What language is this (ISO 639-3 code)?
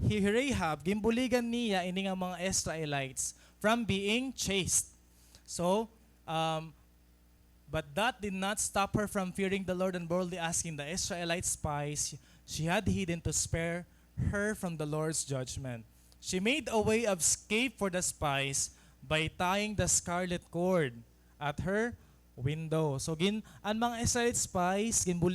war